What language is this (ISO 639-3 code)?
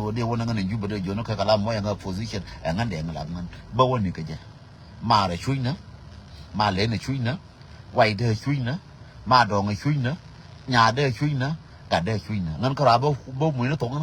nus